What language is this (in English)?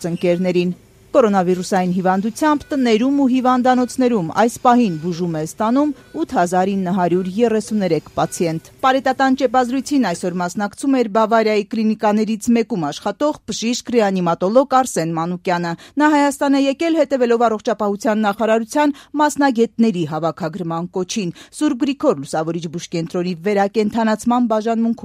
Armenian